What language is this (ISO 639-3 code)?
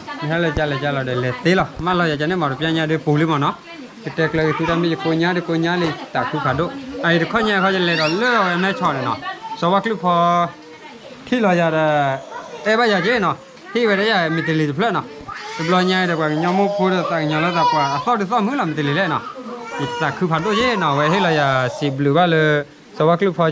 ksw